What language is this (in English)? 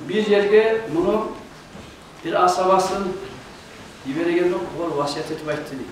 Kumyk